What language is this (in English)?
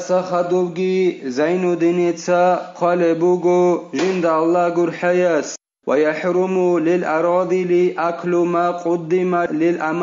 Avaric